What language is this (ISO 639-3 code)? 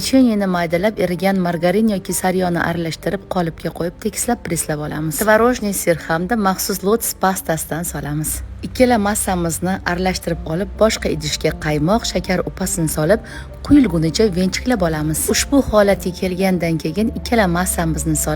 uzb